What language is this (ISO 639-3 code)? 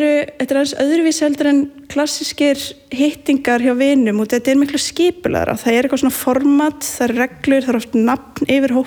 isl